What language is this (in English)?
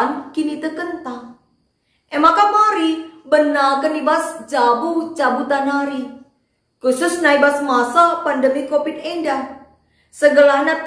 Batak Karo